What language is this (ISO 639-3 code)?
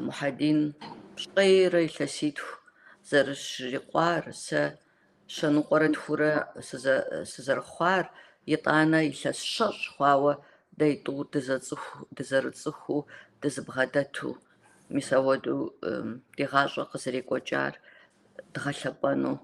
kbd